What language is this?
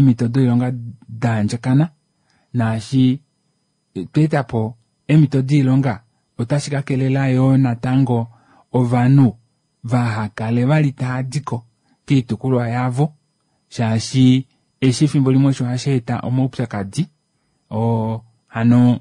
Kuanyama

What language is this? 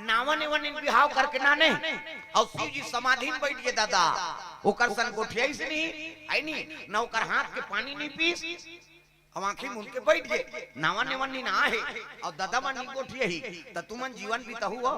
Chhattisgarhi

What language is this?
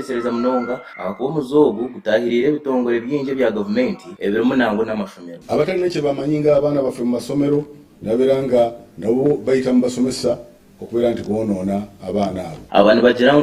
Nyankole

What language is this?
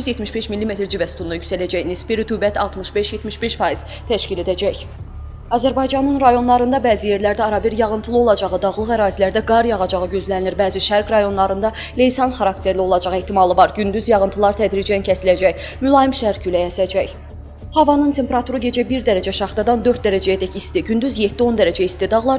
Azerbaijani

